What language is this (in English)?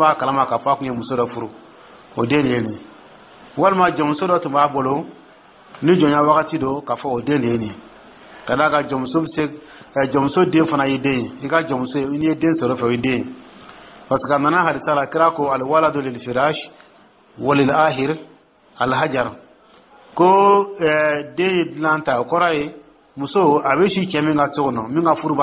Dyula